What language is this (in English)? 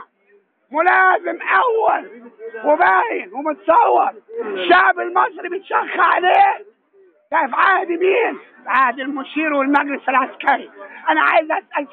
Egyptian Arabic